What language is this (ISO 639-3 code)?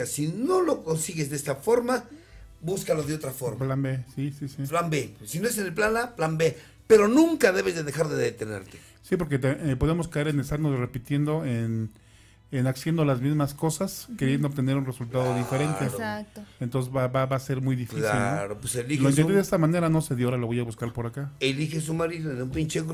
spa